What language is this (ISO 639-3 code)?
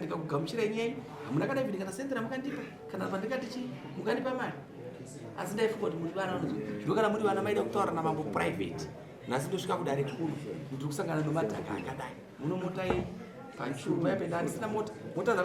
sna